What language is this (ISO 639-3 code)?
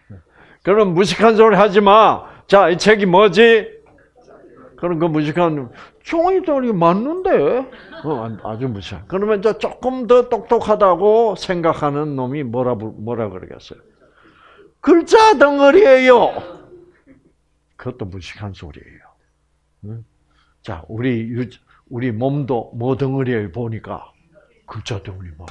kor